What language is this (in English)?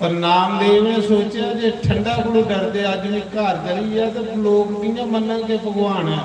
Dogri